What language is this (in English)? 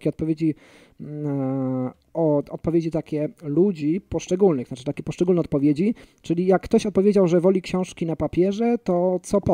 Polish